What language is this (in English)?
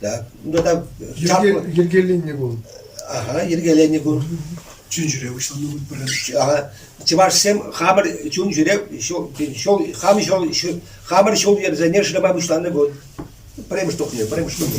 Chuvash